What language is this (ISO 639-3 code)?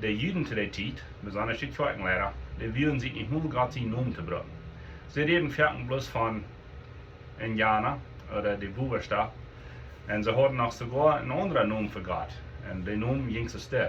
pdt